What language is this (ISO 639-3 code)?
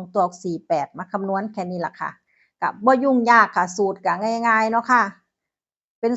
tts